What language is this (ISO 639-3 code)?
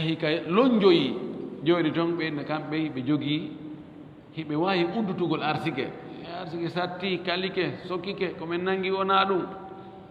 ful